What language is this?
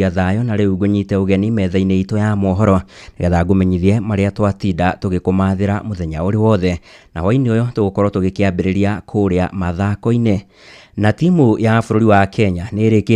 Kikuyu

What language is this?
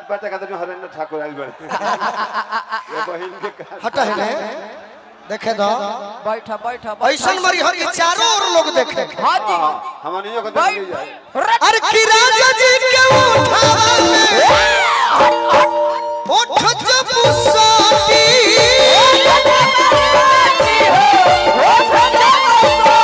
Bhojpuri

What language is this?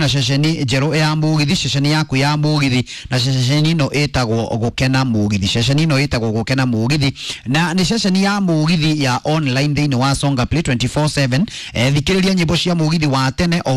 Kikuyu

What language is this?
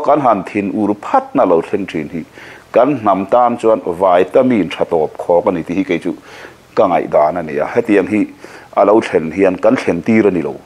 Mizo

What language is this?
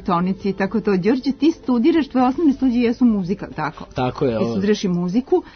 Serbian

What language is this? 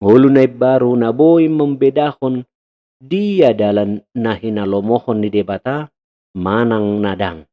Batak Toba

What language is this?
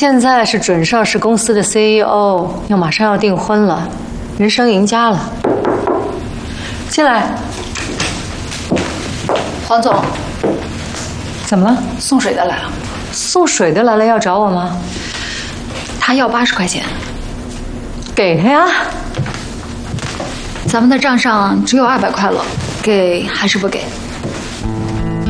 Chinese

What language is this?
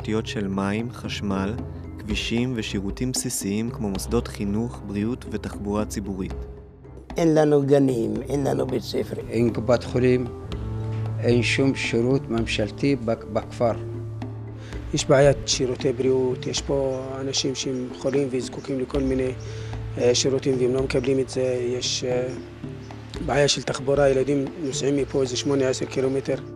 Hebrew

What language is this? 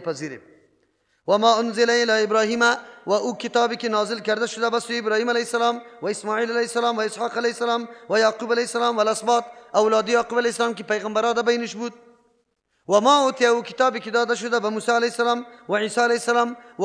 Persian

